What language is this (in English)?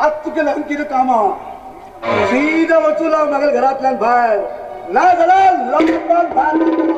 Konkani